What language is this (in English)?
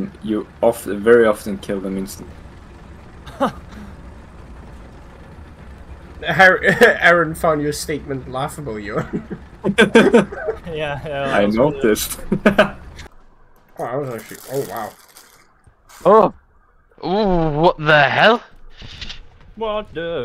English